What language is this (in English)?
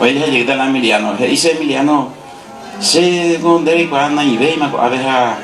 Guarani